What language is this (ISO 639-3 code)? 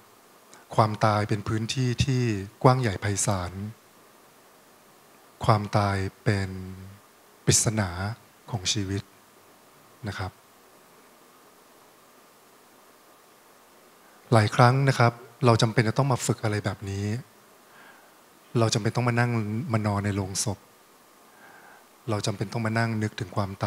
tha